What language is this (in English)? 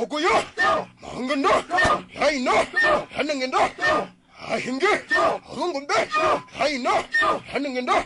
Herero